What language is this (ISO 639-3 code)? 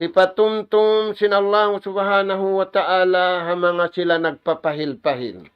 tsg